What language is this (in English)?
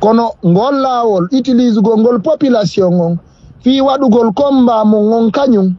Fula